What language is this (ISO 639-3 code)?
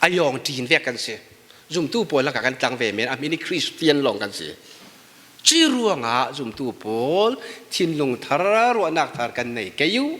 cfm